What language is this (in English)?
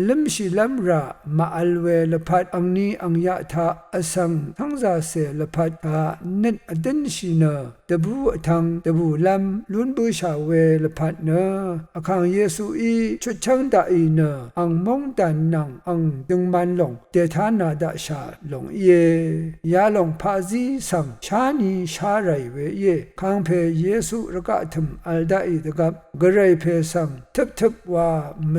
Rawang